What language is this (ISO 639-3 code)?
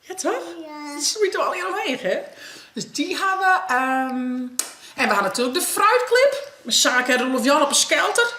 fry